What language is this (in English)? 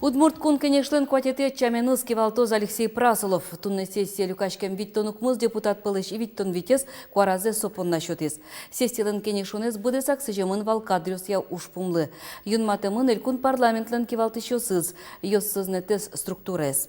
Udmurt